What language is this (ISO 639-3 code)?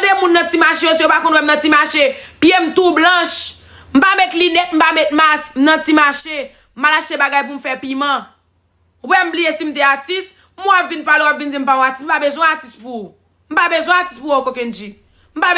hat